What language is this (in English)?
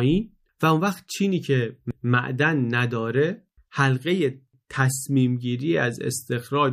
Persian